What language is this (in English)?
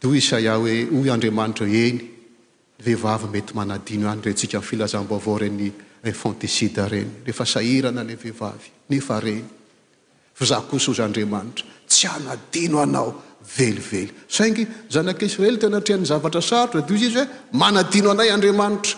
Malagasy